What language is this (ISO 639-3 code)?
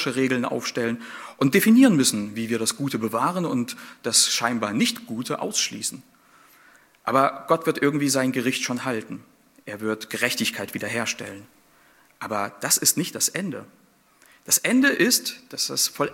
deu